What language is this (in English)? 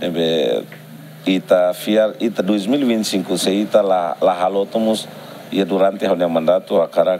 Tetum